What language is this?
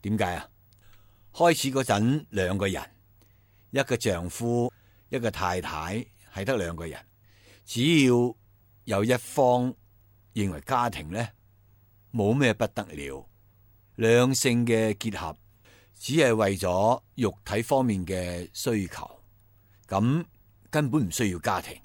Cantonese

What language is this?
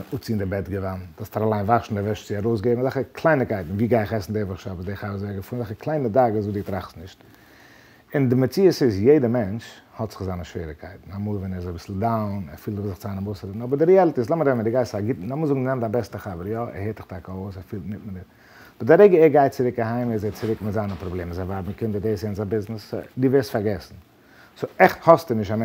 Yiddish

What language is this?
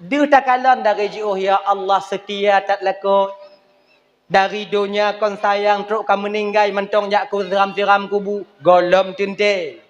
Achinese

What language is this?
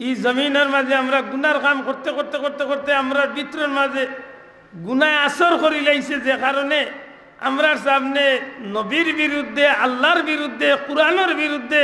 Sylheti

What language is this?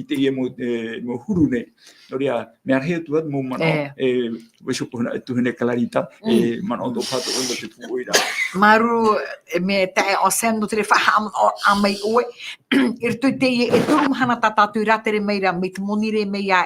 Tahitian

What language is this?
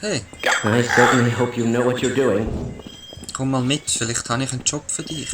Swiss German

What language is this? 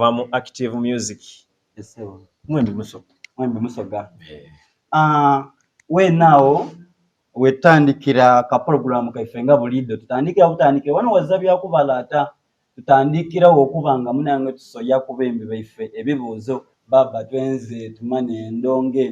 Soga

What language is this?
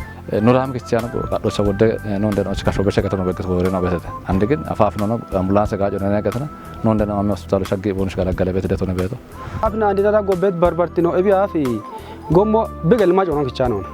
Kafa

